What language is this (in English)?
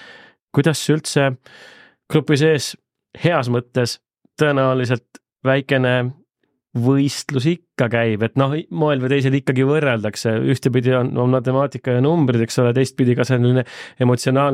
Estonian